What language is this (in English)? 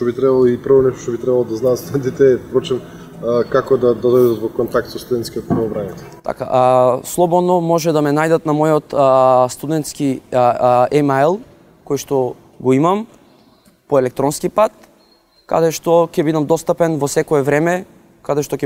Macedonian